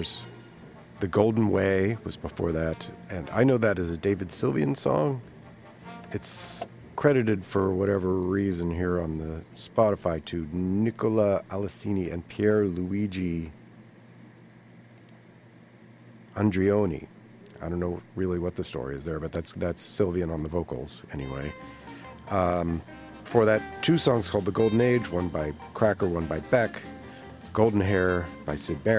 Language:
English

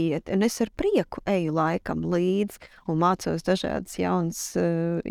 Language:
Latvian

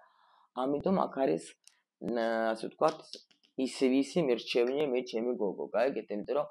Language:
Georgian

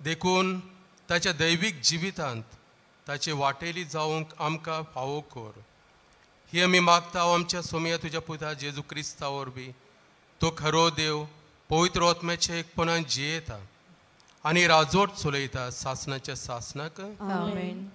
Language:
Konkani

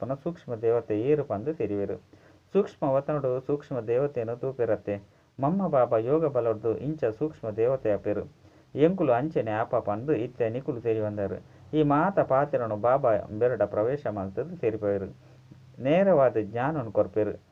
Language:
Tulu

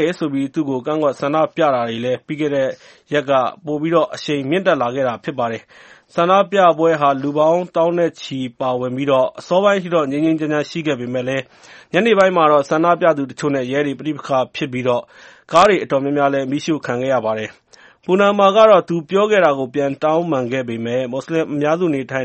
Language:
Burmese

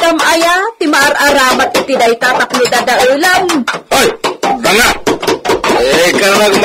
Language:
Iloko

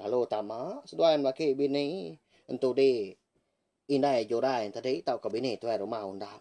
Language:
Iban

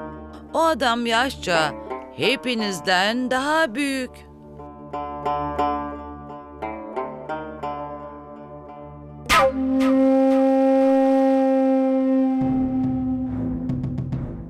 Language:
Turkish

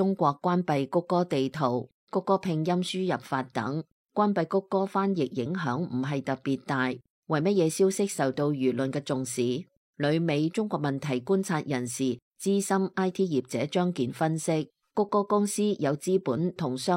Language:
Cantonese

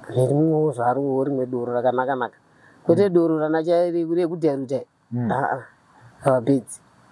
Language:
Shona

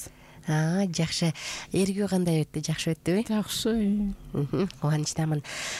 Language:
Kyrgyz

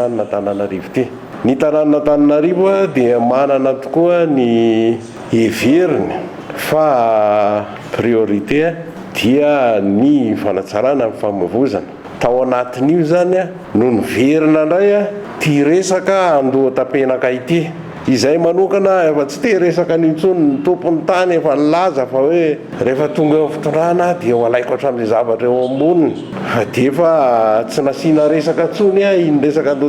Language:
Malagasy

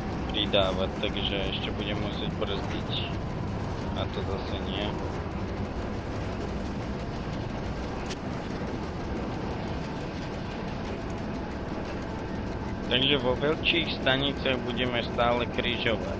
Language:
Slovak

